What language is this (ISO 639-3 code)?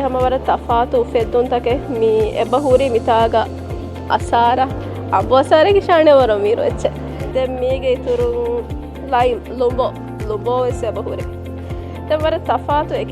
div